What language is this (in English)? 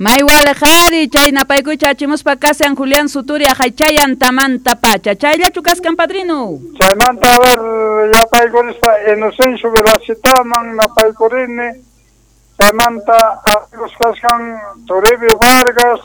South Bolivian Quechua